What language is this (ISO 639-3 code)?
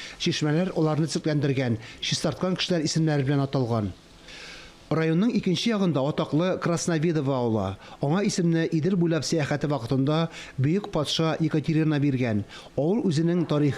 tat